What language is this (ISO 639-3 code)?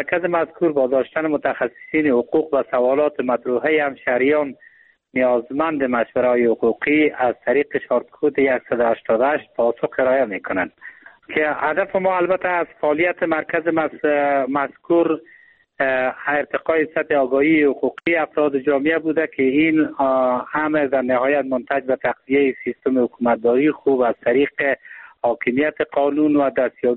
fas